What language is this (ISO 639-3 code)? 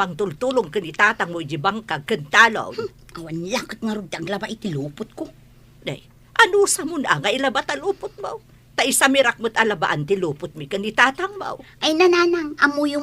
ilo